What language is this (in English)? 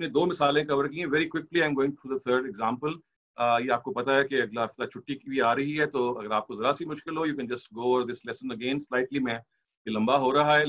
Urdu